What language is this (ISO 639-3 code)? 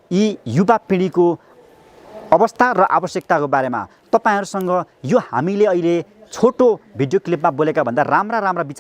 nep